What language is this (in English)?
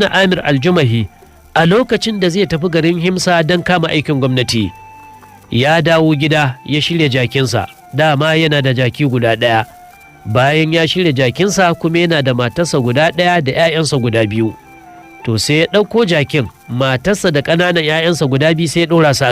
Hausa